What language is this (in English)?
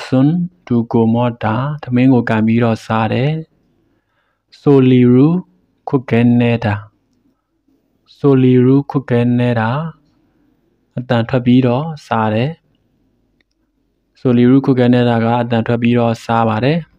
Burmese